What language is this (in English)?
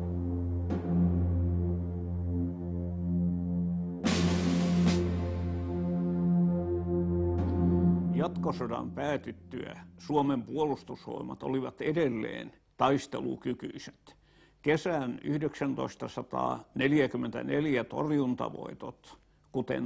Finnish